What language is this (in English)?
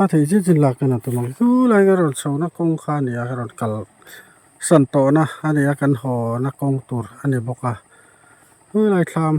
Mizo